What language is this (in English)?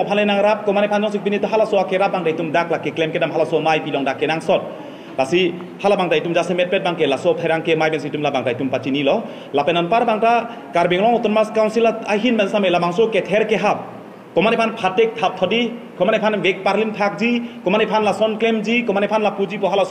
Karbi